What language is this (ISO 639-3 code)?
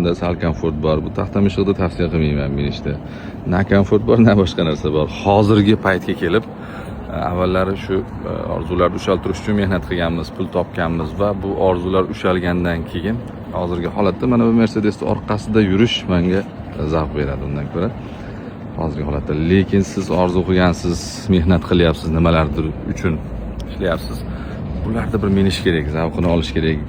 uzb